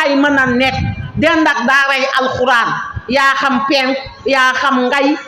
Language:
Wolof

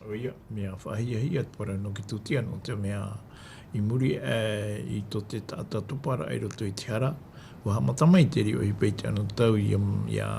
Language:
Tahitian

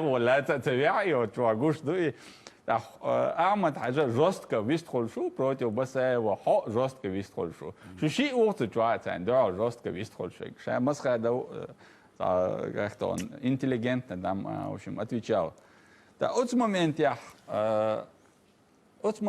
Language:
Chechen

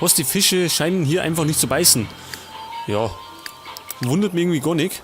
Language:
Bavarian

